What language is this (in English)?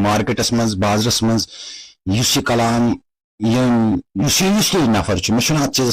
Kashmiri